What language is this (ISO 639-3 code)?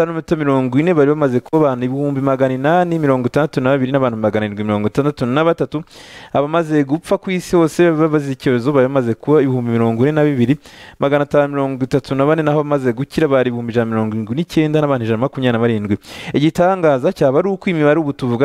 kin